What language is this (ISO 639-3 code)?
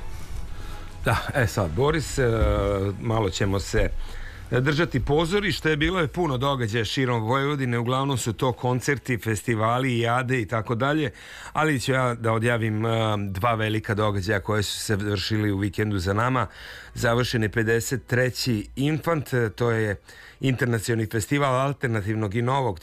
srp